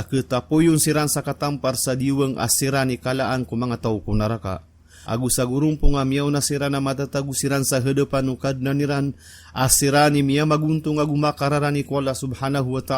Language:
Maranao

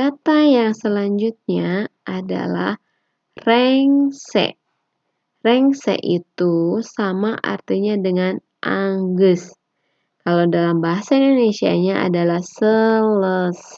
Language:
Sundanese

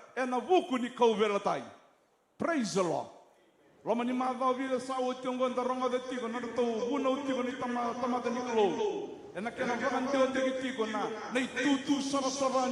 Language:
Fijian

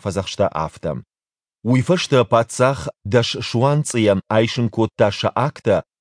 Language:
Ossetic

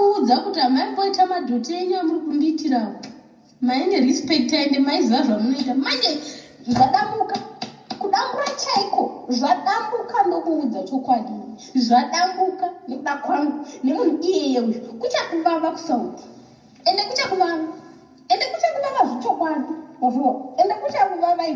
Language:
Shona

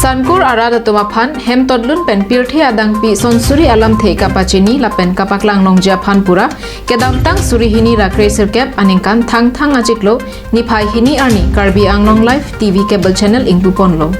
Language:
Karbi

